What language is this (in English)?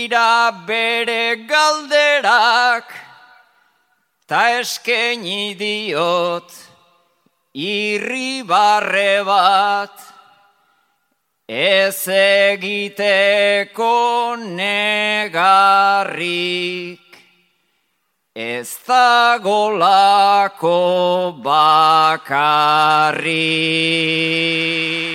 Basque